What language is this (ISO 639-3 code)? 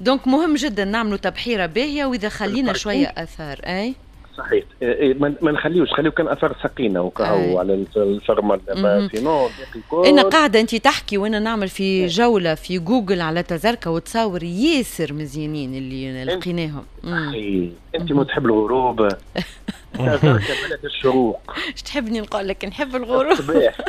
aeb